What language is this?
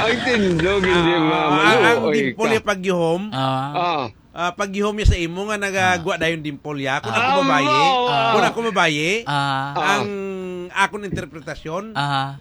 Hiligaynon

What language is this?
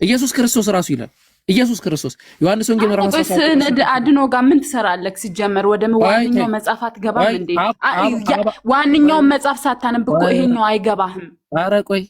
Amharic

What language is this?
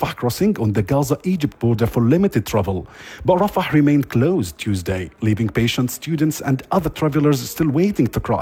English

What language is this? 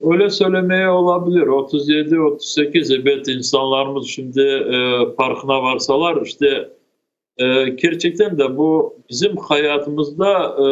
Crimean Tatar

